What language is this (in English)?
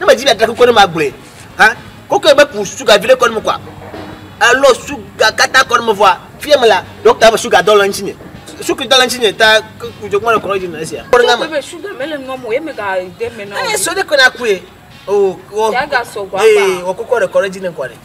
Ewe